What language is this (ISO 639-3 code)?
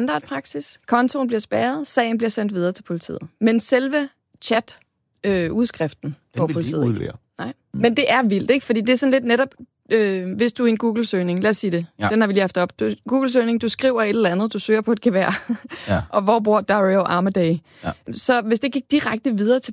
dan